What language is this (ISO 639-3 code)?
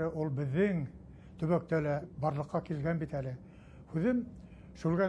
bak